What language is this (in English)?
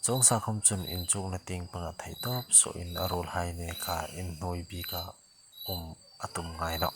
Hmar